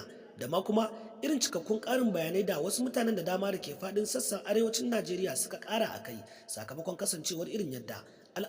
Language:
Hausa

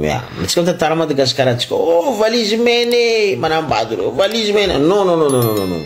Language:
Malagasy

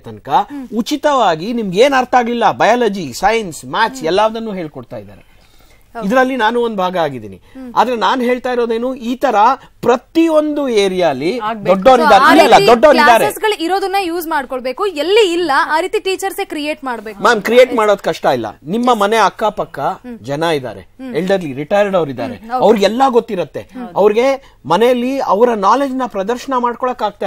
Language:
Kannada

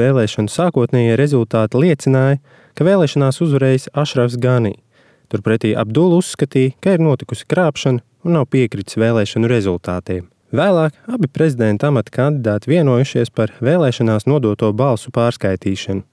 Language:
Latvian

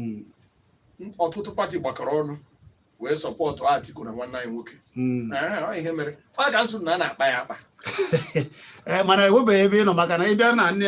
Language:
Igbo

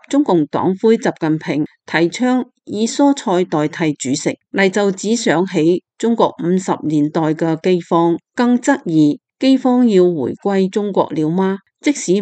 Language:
Cantonese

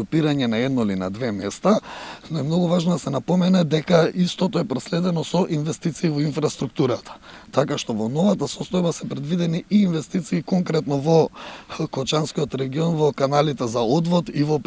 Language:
Macedonian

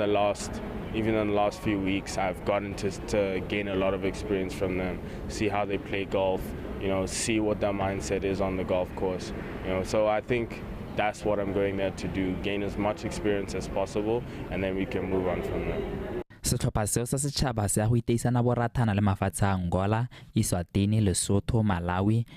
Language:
Tswana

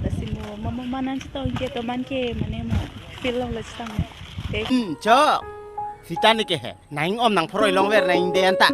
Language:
Karbi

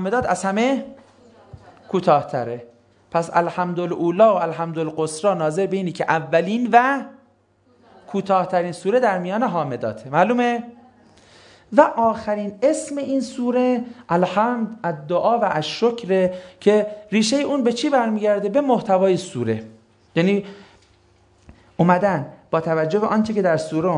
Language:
Persian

